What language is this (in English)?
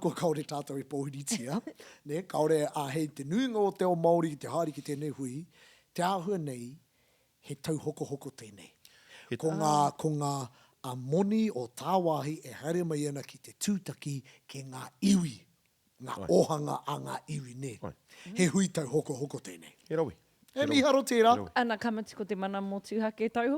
Māori